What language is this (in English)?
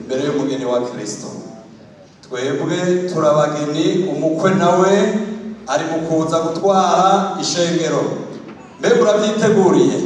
Rundi